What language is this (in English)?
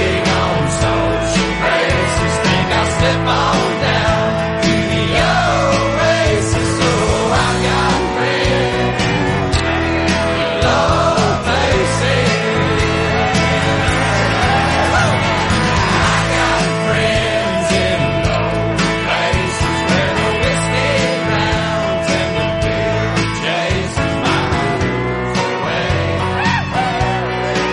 English